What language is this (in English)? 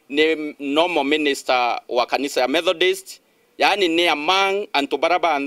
Meru